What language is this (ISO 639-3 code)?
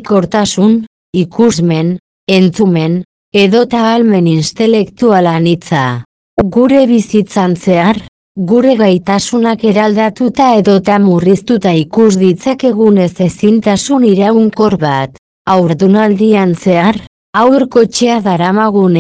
eus